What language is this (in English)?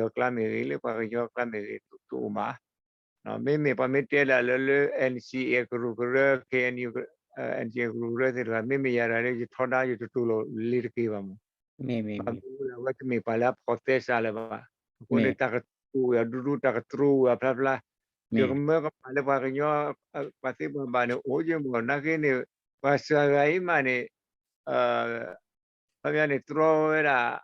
S'gaw Karen